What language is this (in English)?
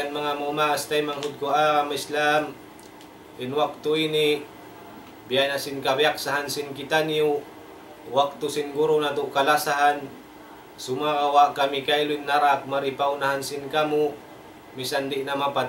Tausug